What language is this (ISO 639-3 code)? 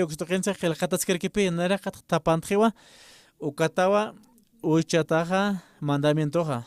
aym